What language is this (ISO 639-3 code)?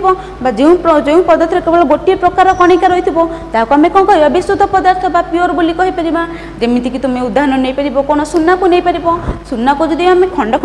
ori